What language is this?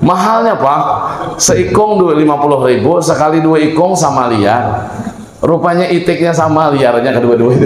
Banjar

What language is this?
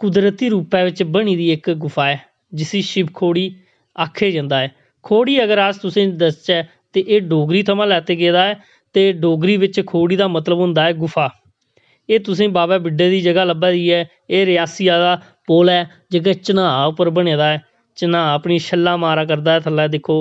Dogri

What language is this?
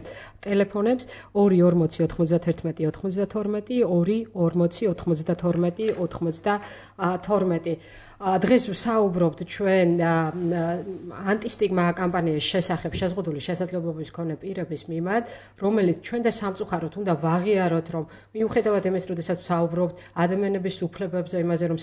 Georgian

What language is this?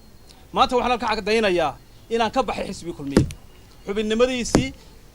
Somali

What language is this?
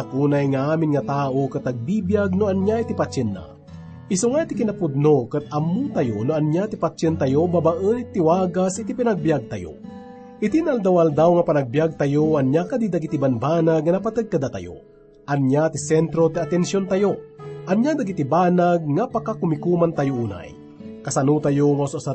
Iloko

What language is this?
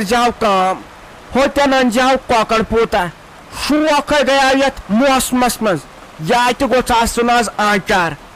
Kashmiri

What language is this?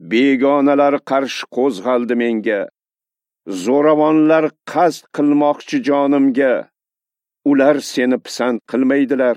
Uzbek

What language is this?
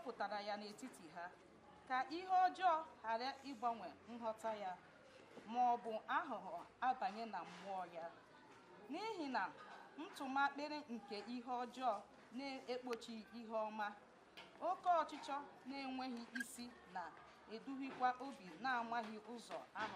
Igbo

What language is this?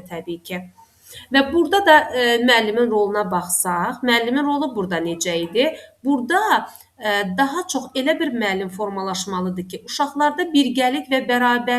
Azerbaijani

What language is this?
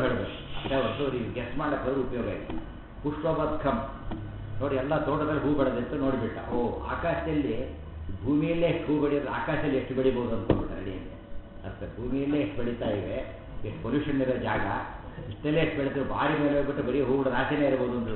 Kannada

